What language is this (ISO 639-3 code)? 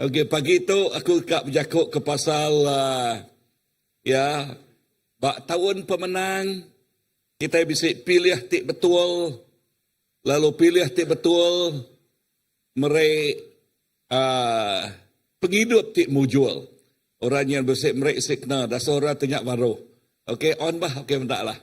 iba